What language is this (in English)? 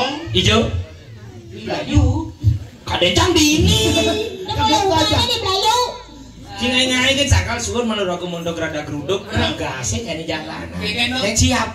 Balinese